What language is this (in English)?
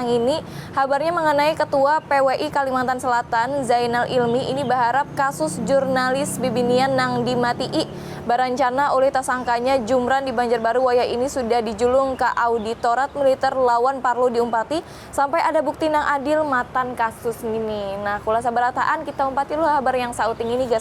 Banjar